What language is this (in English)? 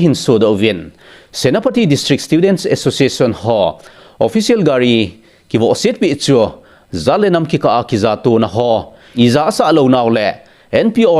Thado Chin